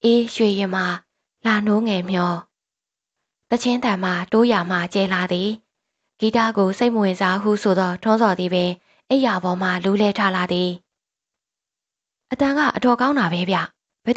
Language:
Burmese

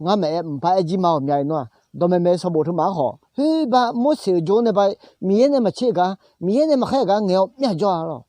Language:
Akha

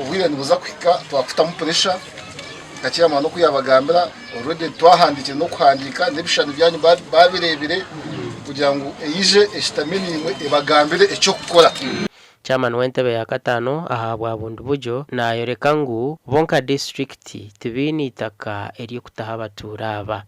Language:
Nyankole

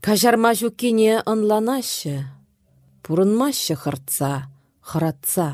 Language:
Chuvash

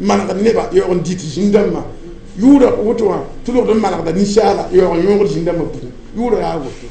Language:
Mossi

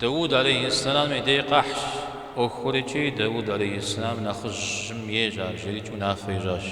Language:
Kabardian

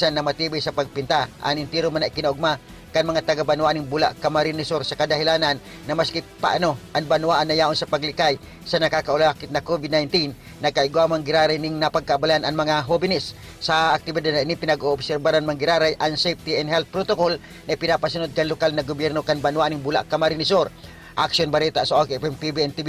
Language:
Bikol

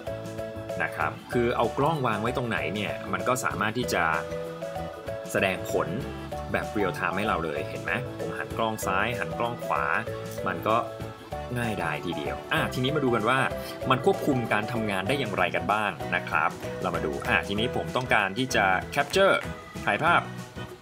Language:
Thai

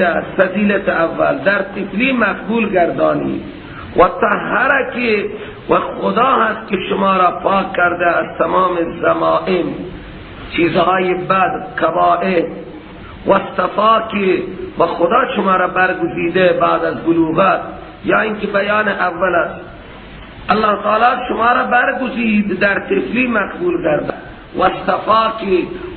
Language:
Persian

